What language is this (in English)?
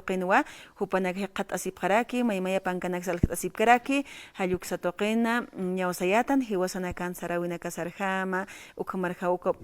Aymara